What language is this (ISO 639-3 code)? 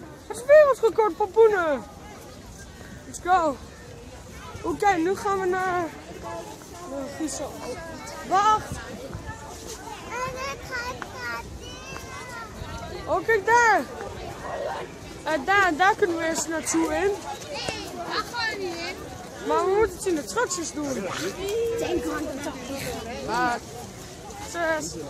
nld